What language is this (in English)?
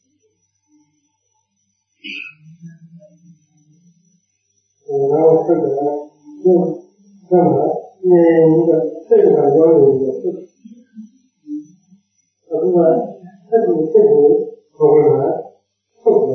Burmese